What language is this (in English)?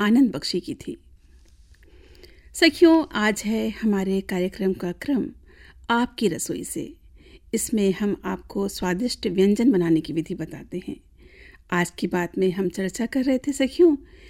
Hindi